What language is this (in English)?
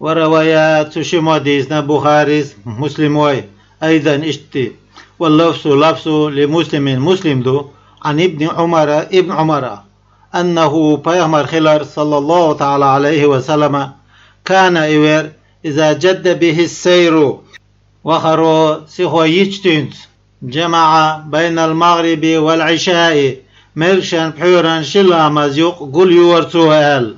Chechen